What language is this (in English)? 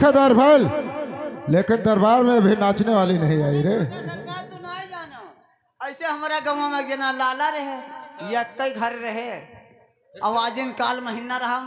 Awadhi